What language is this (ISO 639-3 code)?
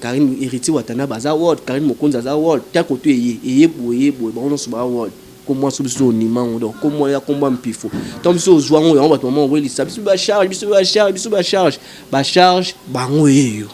lin